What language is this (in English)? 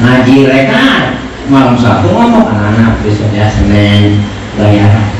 Betawi